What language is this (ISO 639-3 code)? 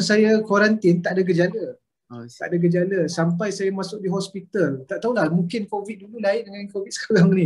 msa